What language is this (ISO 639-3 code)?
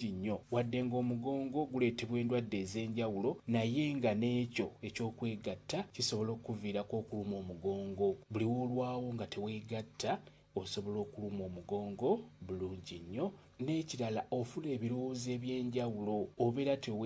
lug